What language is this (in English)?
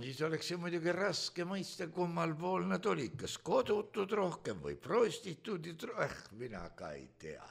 Estonian